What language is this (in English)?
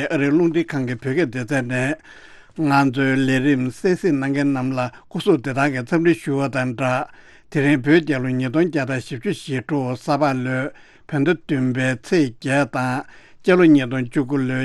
Tibetan